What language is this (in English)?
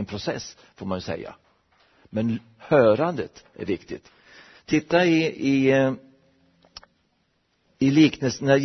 Swedish